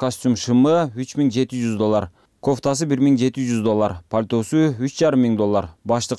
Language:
Kyrgyz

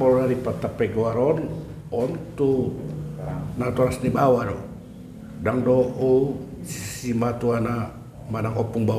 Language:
Batak Toba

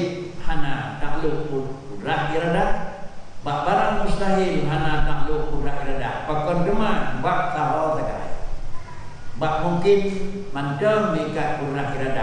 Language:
Achinese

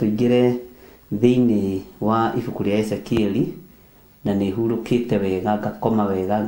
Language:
Kikuyu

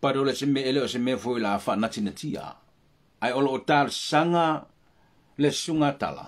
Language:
Samoan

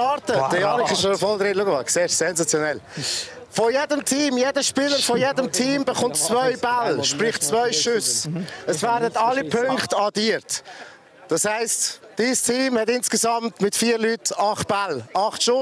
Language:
Swiss German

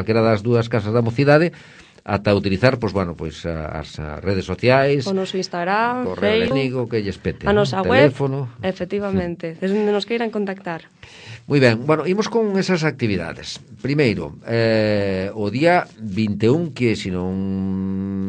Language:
Galician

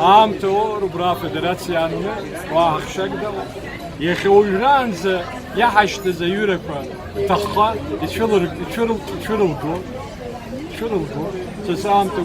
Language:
Abkhazian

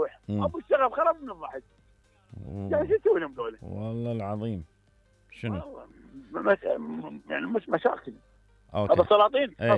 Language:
Mesopotamian Arabic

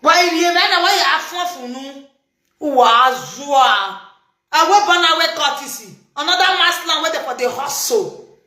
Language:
Nigerian Pidgin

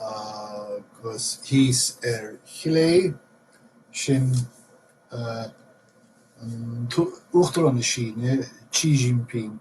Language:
Irish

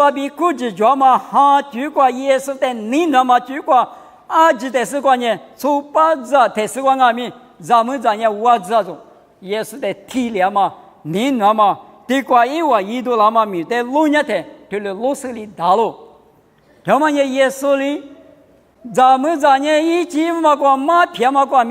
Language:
Lisu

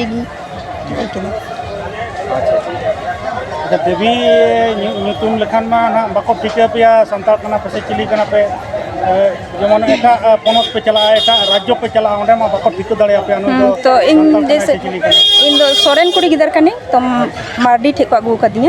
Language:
Santali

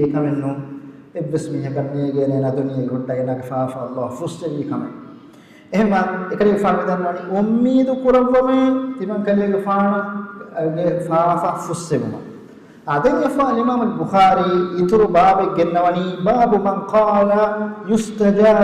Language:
Divehi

